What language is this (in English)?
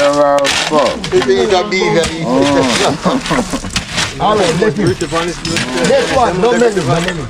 Jamaican Creole English